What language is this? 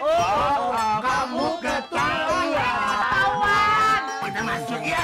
Betawi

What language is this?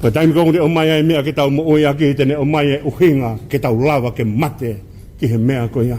Tongan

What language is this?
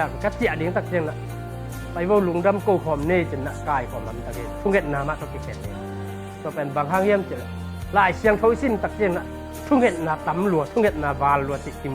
Tedim Chin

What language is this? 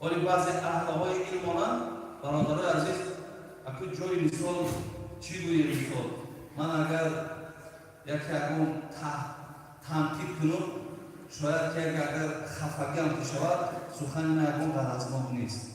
Tajik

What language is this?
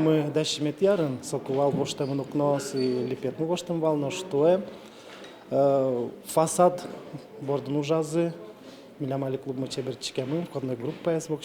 Udmurt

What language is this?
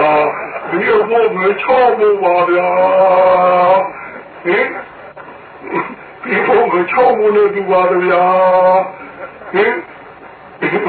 Burmese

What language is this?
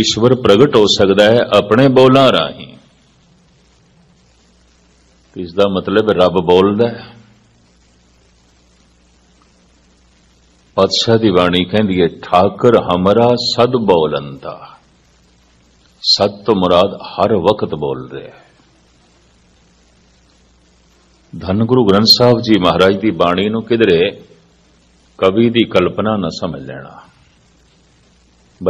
Punjabi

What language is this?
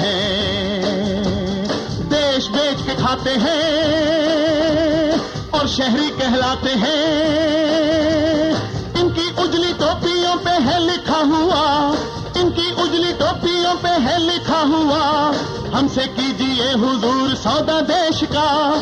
Hindi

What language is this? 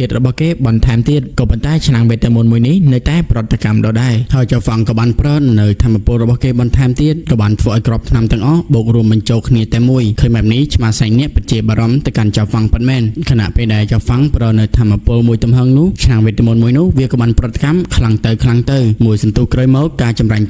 Khmer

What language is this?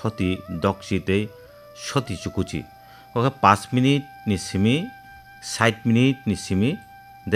Kok Borok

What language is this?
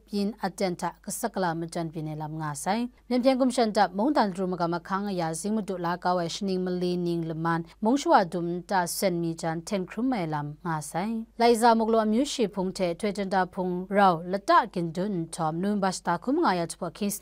Kachin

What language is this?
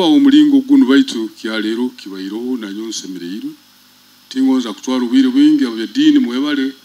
Nyoro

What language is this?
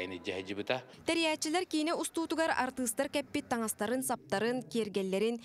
Yakut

